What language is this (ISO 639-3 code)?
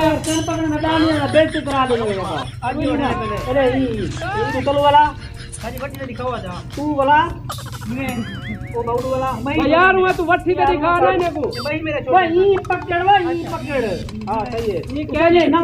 skr